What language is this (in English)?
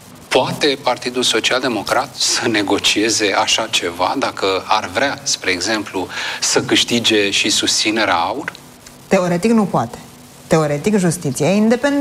Romanian